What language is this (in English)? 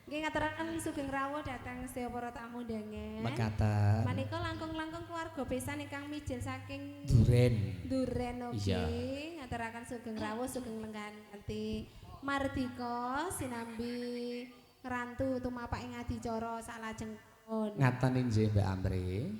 Javanese